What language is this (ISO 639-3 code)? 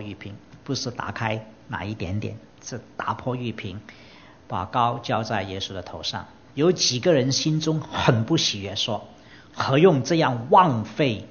zho